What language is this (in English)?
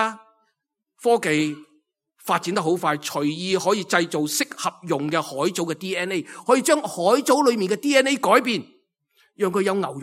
Cantonese